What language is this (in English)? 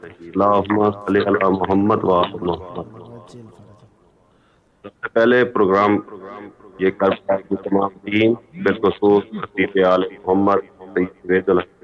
Urdu